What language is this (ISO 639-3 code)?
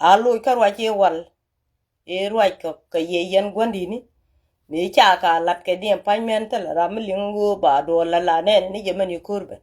nus